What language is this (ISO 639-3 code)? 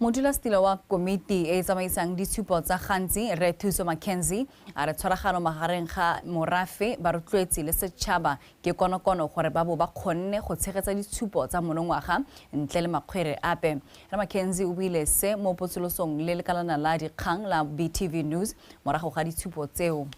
tsn